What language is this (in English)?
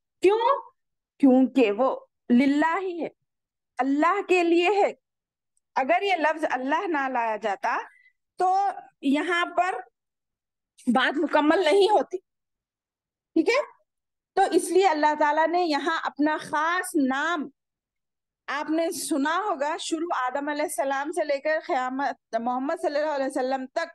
Urdu